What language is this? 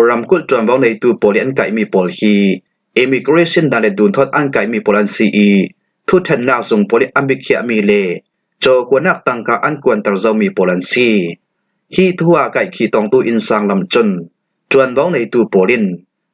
Falam Chin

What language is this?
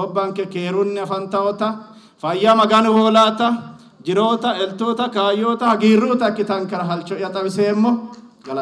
Sidamo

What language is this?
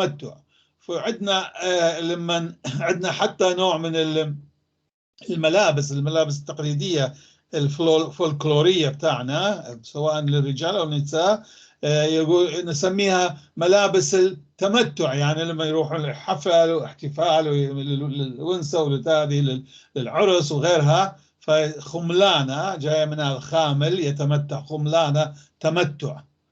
North Levantine Arabic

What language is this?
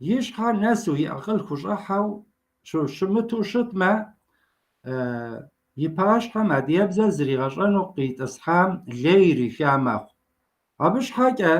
Kabardian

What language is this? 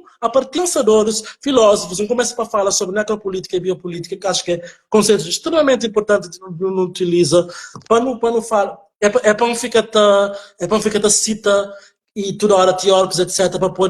Kabuverdianu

